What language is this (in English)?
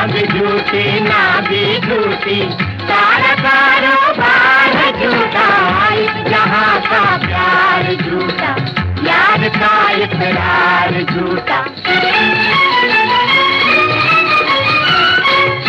Hindi